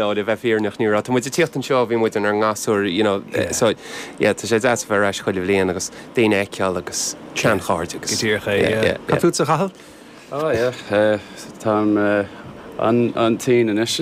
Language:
Irish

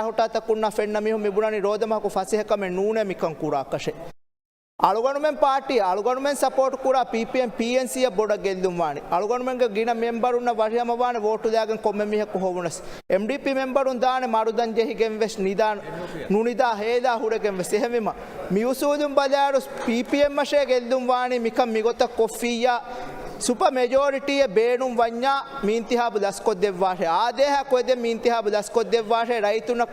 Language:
Divehi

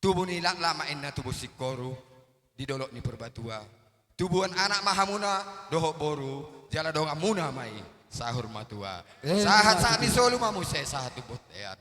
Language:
Batak Toba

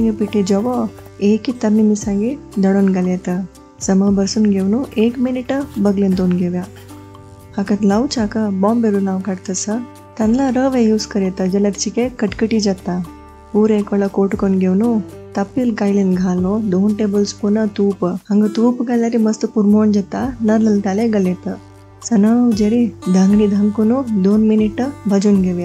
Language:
Konkani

